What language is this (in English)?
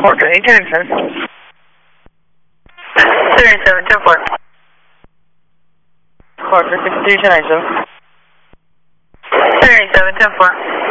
English